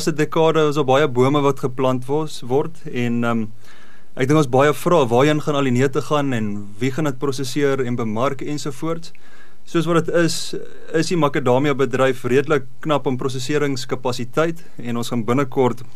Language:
Afrikaans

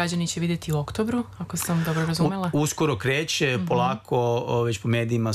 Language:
Serbian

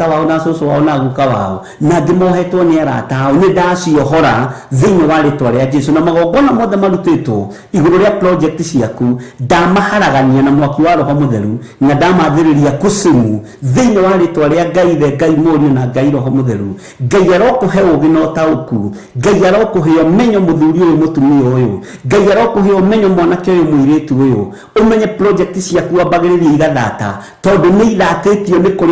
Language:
Kikuyu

